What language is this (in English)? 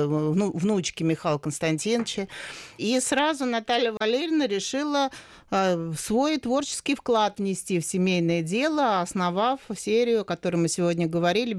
Russian